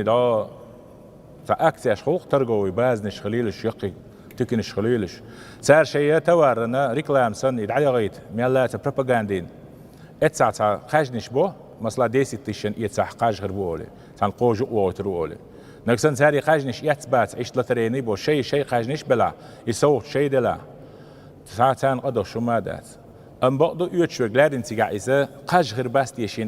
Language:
Chechen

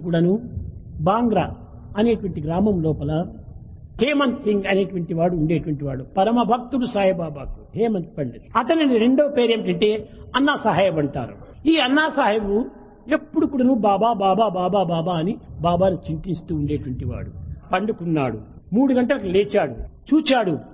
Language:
Telugu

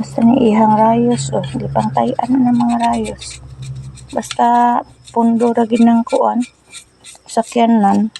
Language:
Cebuano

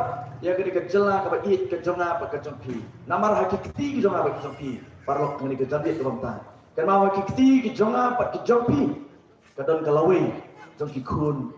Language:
Khasi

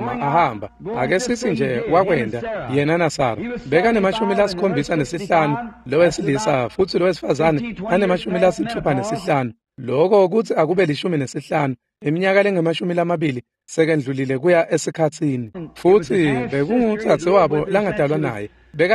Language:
Swati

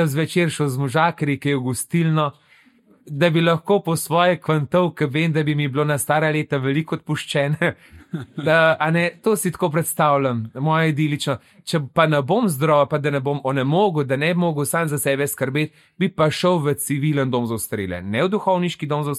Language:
Slovenian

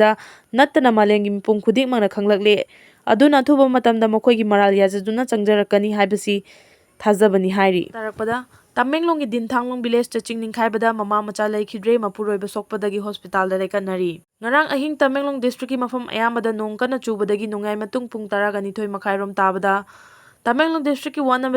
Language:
Manipuri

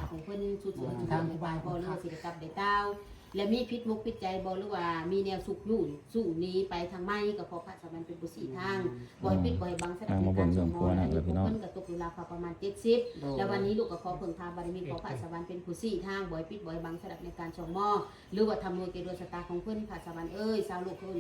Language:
Northeastern Thai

